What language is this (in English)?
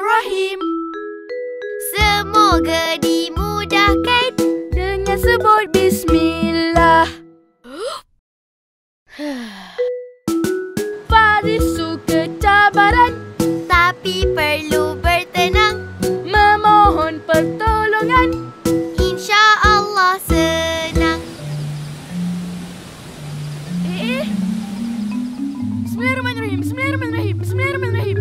Malay